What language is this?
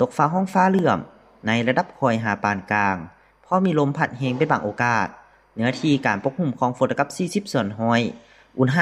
Lao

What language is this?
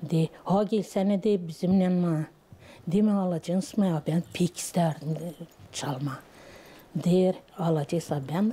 Gagauz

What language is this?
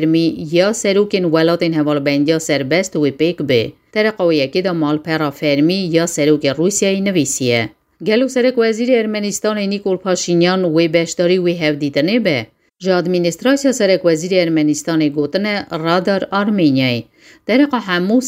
Kurdish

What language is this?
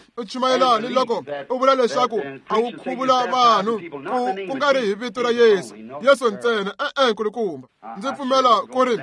Tsonga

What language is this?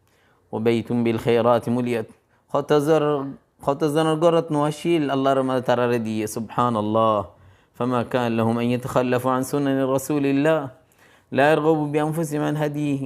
Rohingya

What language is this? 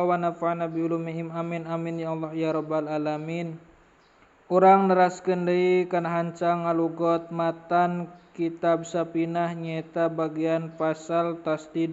Sundanese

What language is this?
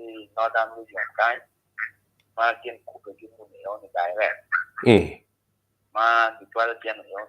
Acoli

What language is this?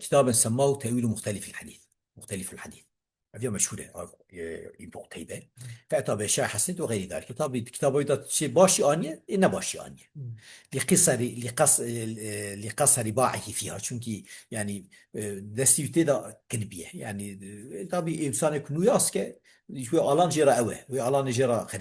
Kurdish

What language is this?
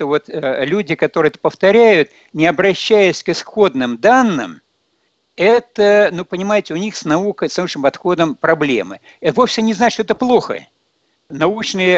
Russian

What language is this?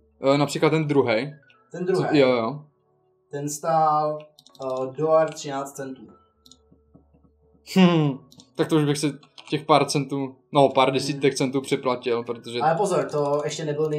Czech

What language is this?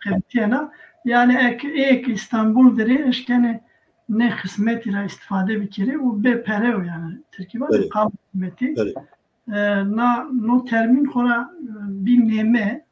Zaza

